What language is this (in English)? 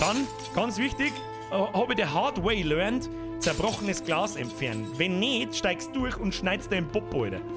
Bavarian